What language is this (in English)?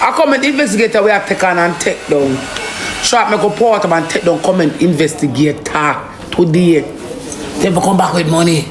Jamaican Creole English